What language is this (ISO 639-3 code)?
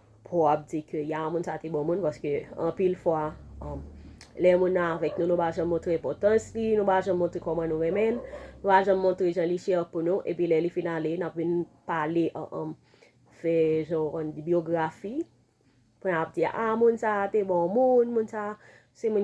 hat